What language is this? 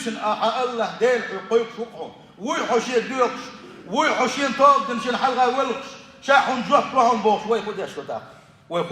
Chechen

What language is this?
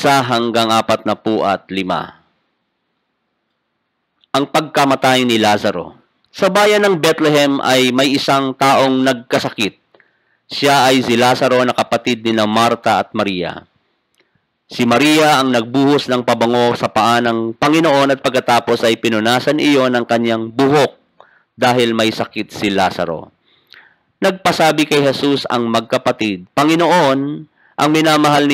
Filipino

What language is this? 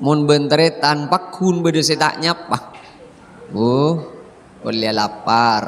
Madurese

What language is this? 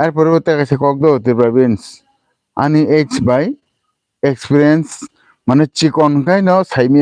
Kok Borok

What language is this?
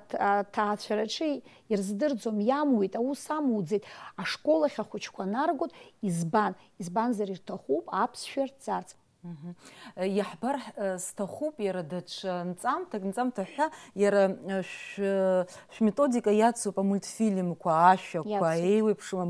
Abkhazian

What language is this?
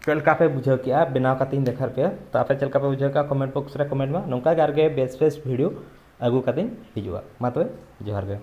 Santali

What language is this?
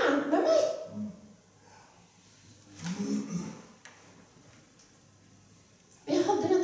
Norwegian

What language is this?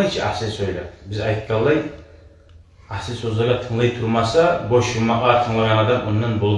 Kumyk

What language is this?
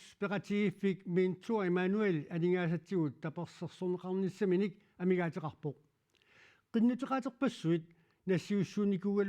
Kalaallisut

